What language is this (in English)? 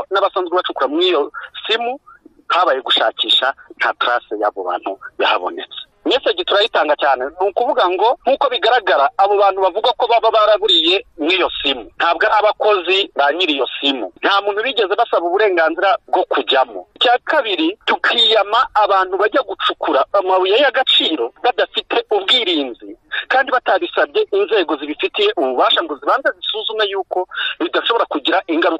Kinyarwanda